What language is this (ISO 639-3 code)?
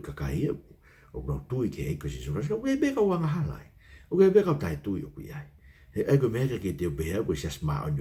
ton